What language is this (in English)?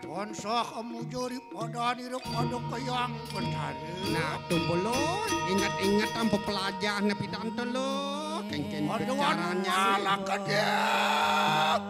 Balinese